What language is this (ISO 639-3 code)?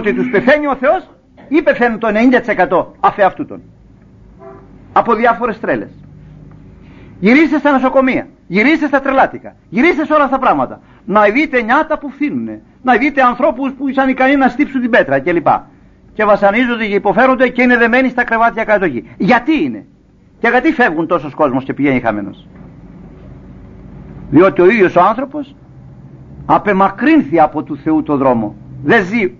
ell